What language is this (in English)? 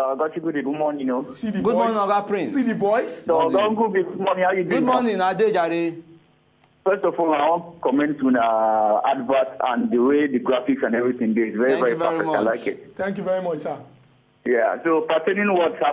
Nigerian Pidgin